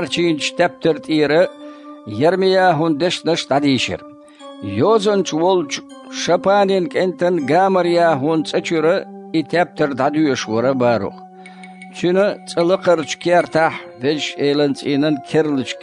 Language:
Chechen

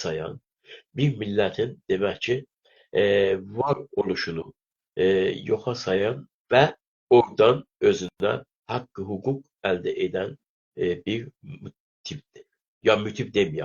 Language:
South Azerbaijani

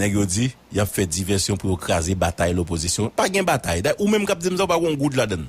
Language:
Haitian Creole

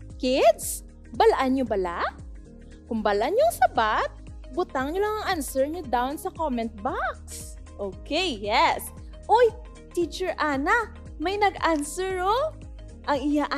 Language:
Hiligaynon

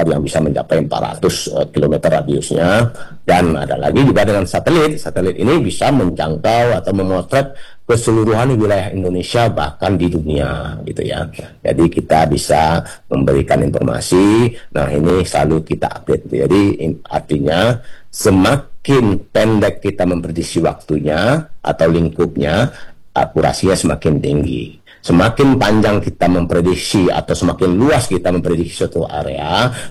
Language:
Indonesian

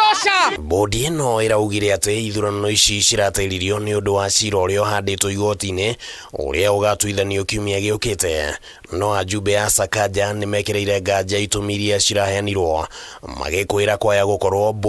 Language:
Kikuyu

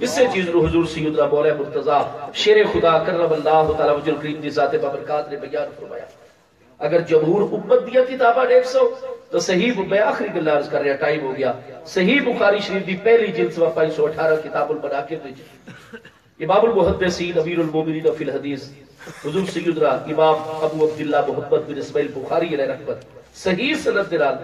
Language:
Saraiki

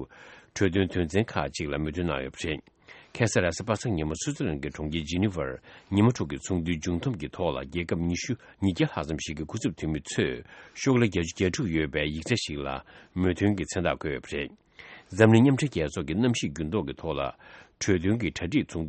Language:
Tibetan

